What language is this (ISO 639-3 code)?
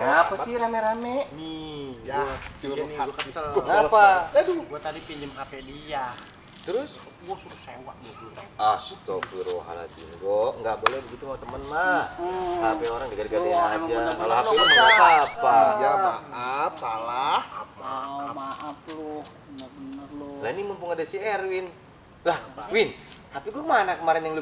bew